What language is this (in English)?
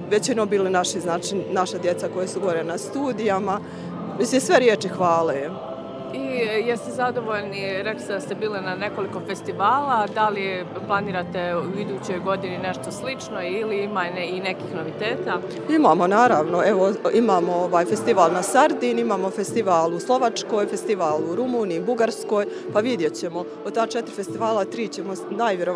Bosnian